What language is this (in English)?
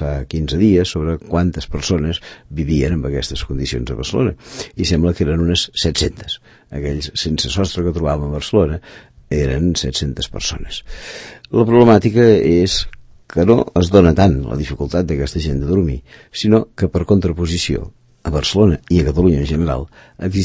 Catalan